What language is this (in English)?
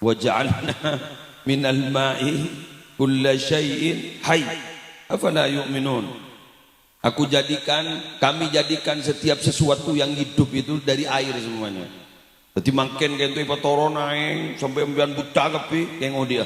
Madurese